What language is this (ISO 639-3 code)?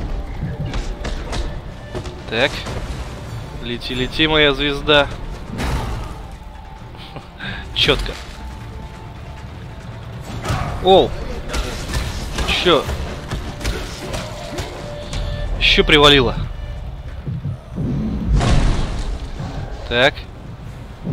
rus